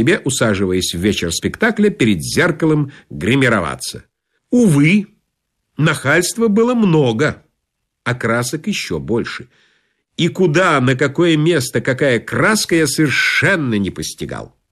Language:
Russian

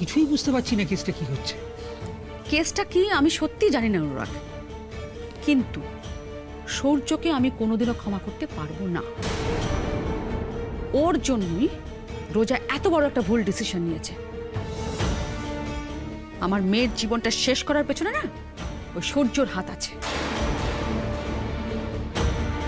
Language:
Bangla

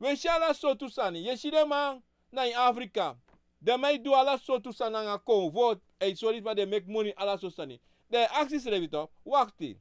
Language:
Sranan Tongo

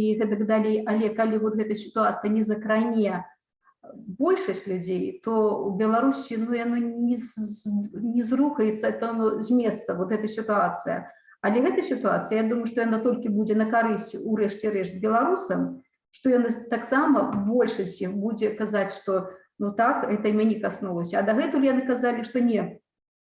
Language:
Belarusian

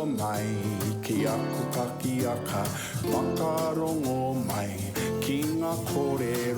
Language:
Māori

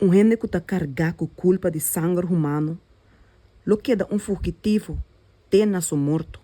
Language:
Papiamento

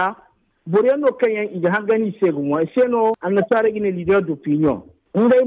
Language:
Zarma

